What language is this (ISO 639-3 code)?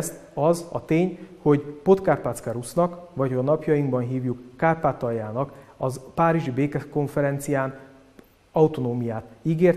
hun